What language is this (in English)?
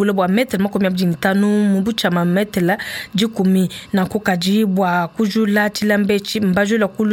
Luba-Lulua